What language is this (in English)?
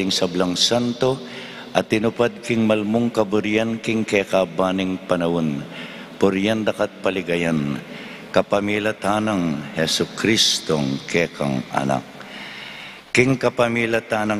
Pampanga